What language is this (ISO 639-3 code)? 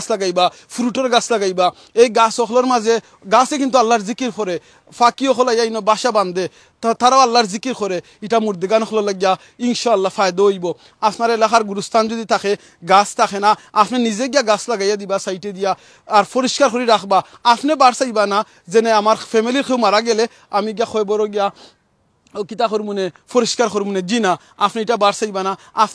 syl